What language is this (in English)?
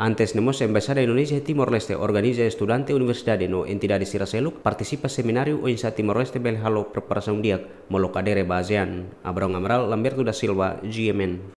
Tetum